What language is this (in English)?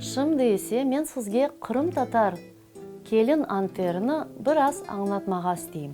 Crimean Tatar